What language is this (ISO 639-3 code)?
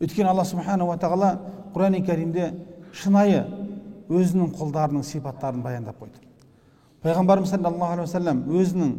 kaz